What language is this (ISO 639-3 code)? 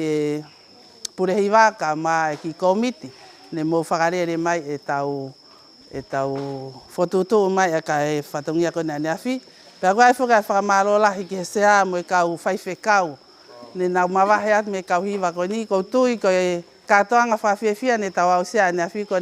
ton